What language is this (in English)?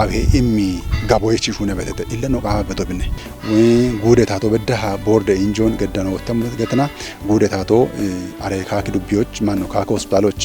Kafa